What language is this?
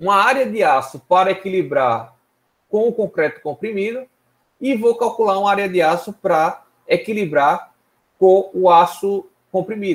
Portuguese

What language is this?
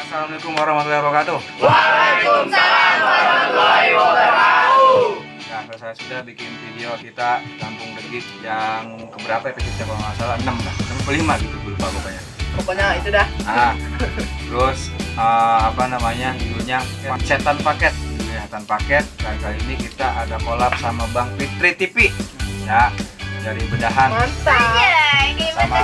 Betawi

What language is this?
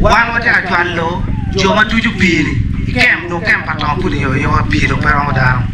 Acoli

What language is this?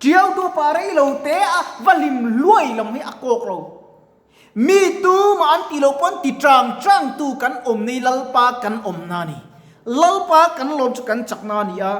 Mizo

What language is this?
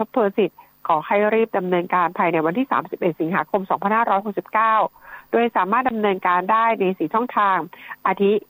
Thai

